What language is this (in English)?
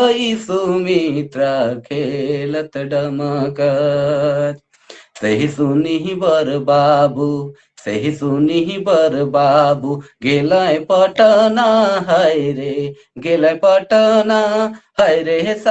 Sadri